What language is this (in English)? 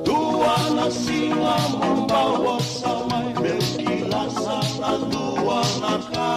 Fijian